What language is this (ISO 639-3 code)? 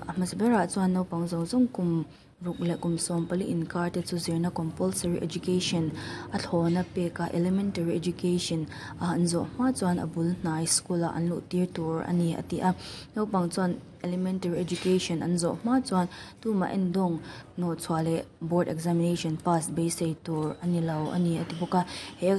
lus